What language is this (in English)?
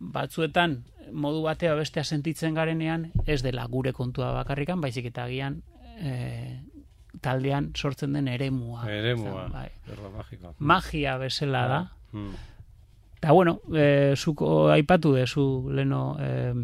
Basque